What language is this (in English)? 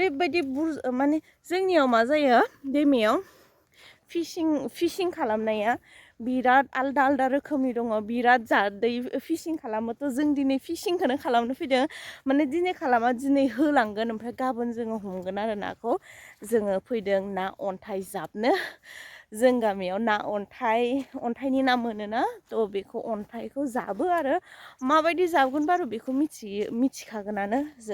Bodo